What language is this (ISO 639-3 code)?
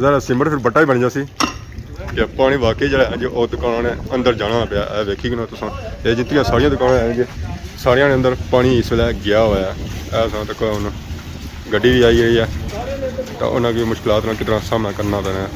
phr